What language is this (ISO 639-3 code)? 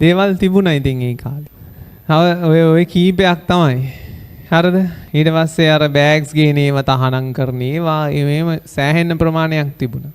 sin